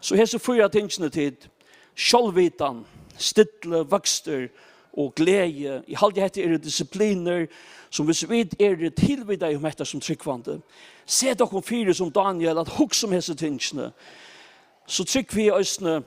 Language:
Faroese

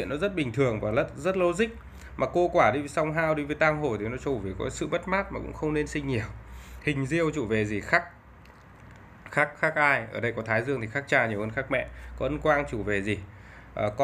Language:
Vietnamese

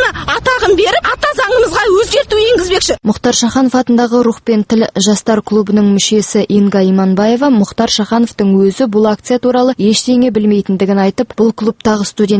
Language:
Kazakh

